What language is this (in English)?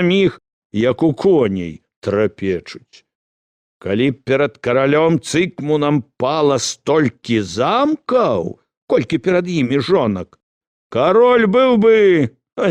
Belarusian